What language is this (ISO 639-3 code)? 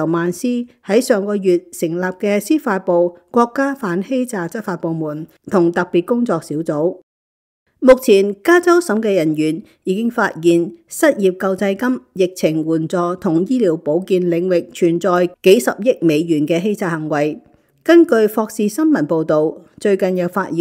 yue